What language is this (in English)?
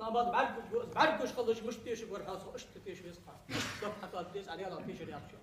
Ingush